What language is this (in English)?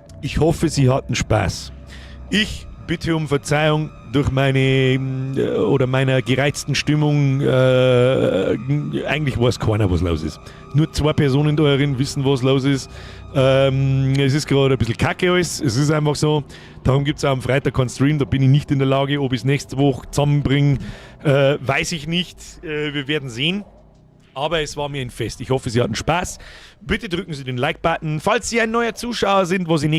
Bavarian